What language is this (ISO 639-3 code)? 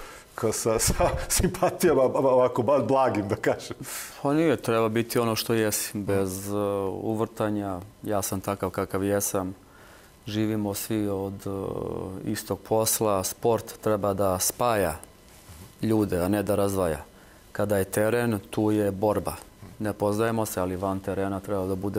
srp